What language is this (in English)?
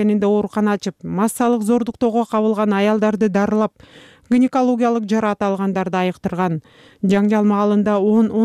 Kyrgyz